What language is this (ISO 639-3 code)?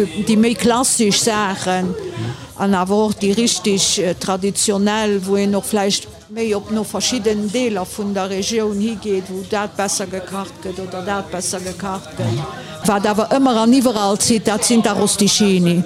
ltz